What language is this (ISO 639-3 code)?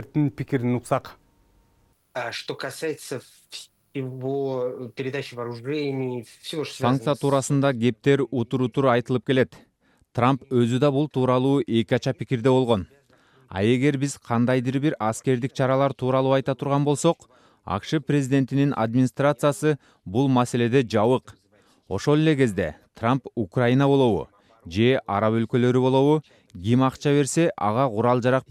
kir